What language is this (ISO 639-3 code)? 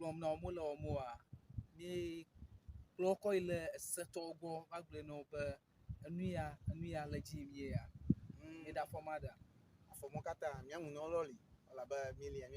ewe